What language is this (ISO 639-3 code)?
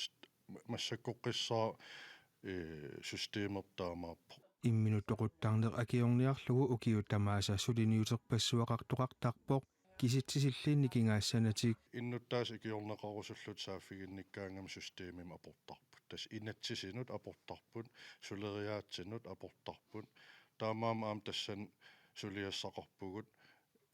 kal